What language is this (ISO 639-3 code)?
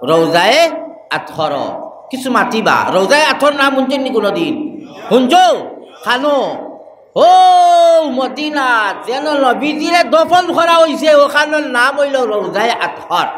syl